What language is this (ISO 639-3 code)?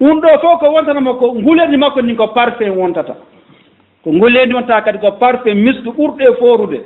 ful